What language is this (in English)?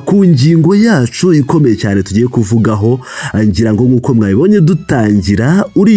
Kinyarwanda